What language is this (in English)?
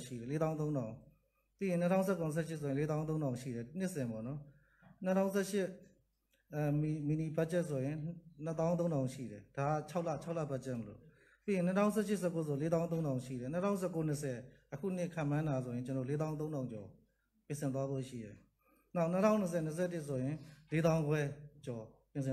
Burmese